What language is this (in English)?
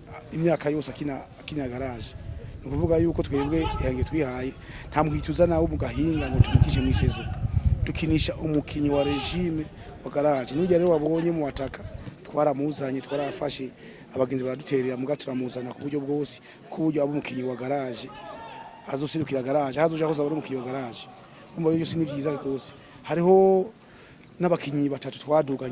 Rundi